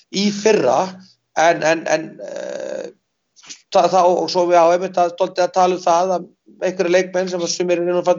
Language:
Icelandic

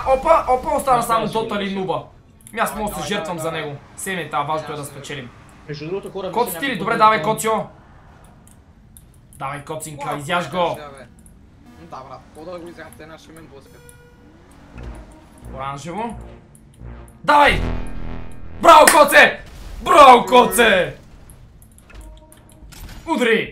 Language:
Bulgarian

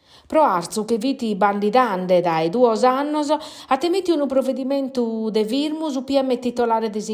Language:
Sardinian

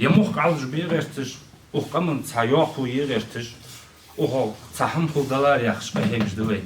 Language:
Ingush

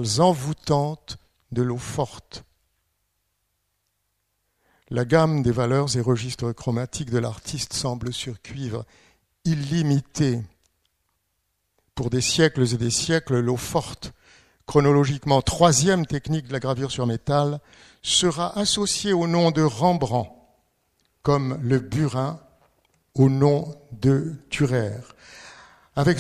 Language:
French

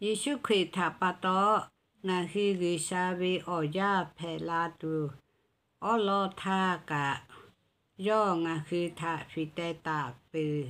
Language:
Lahu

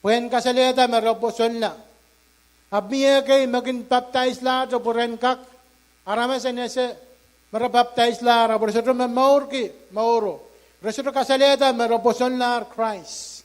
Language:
Pohnpeian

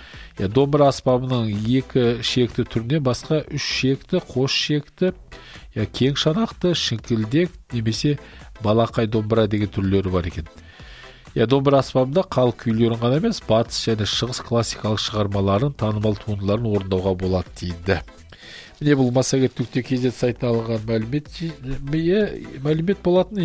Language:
Kazakh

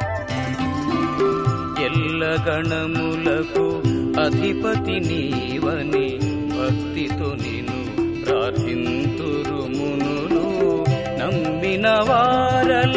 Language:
Telugu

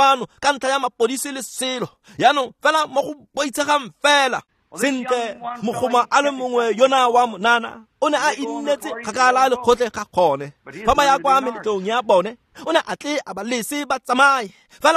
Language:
Tswana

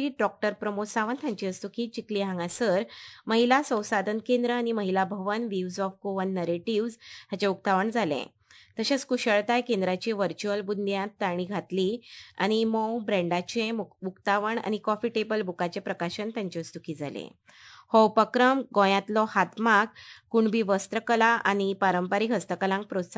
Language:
Konkani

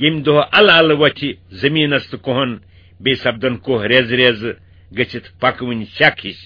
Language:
Kashmiri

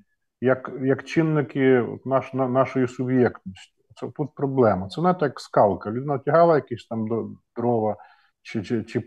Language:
Ukrainian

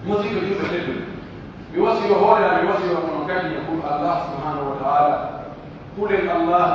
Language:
Pular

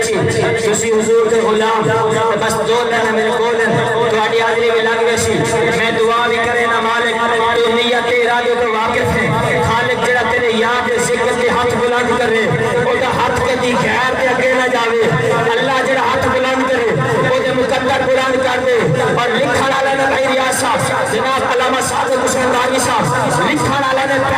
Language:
Saraiki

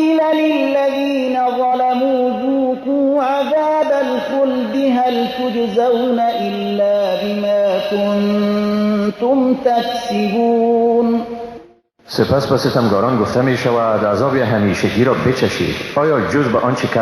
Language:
Persian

